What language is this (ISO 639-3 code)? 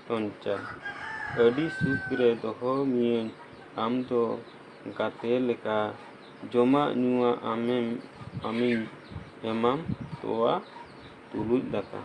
sat